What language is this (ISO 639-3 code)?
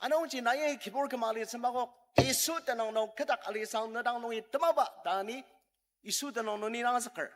njo